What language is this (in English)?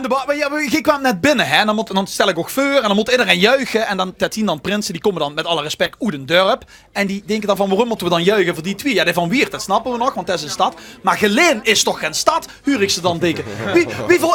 Limburgish